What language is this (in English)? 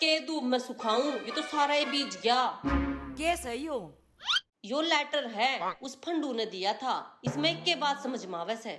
Haryanvi